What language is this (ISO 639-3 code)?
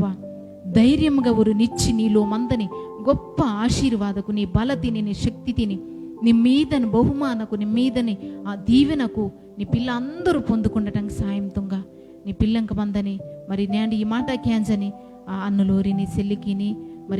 kff